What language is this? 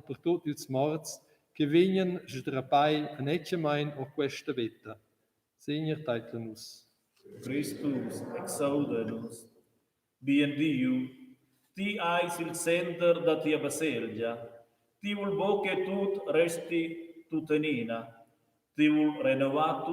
Romansh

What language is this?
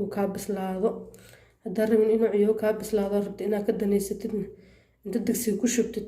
Somali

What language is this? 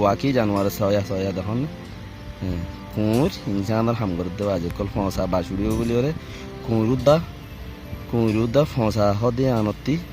Rohingya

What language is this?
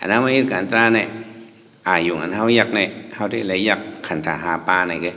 Shan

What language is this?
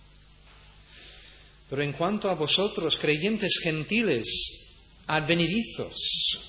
Spanish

